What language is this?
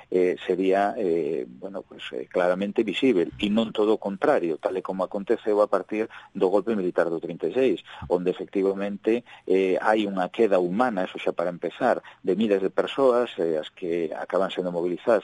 Galician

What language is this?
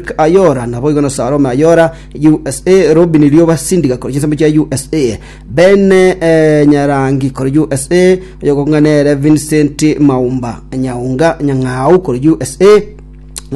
Gusii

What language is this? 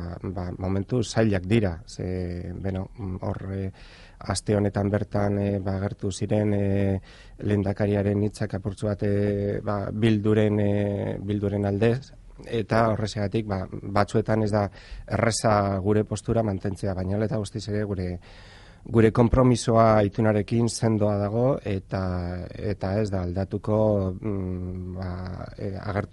Basque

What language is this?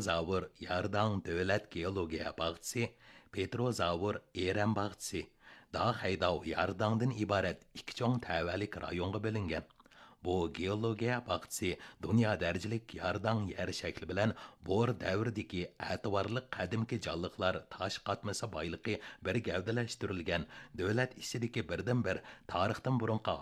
Uyghur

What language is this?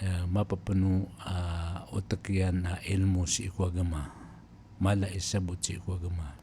Maranao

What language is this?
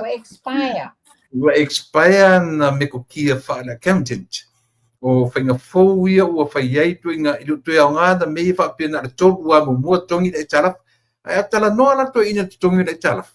Samoan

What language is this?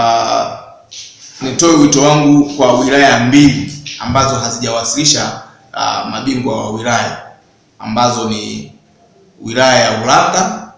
Swahili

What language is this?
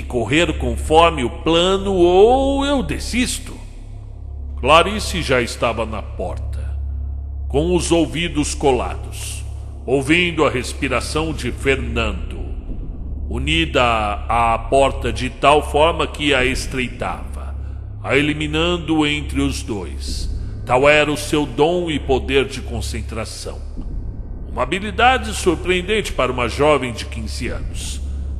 Portuguese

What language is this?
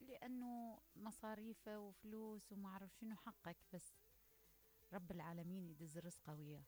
Mesopotamian Arabic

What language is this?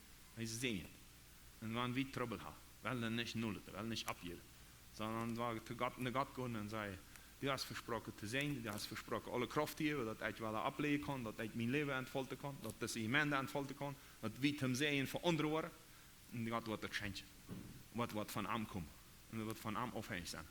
Plautdietsch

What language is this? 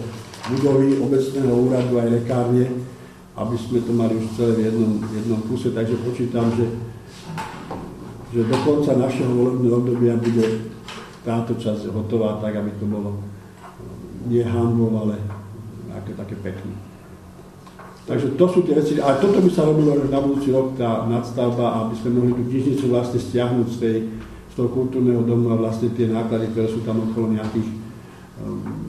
Slovak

